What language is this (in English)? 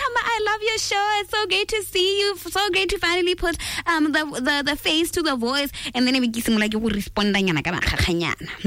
Tswana